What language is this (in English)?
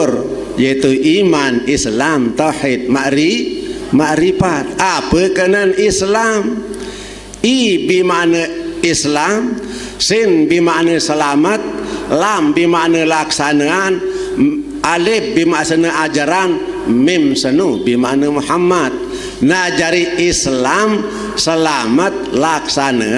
Sasak